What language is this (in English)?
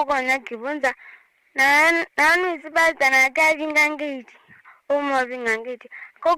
Kamba